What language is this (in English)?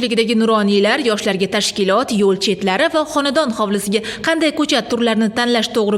Uzbek